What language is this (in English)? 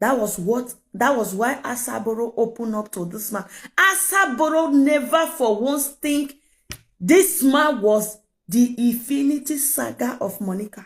Nigerian Pidgin